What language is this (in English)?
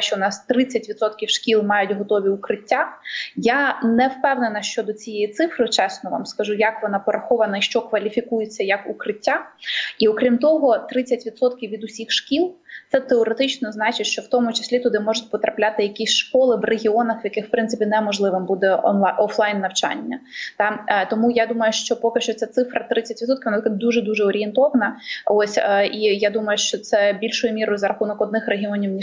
Ukrainian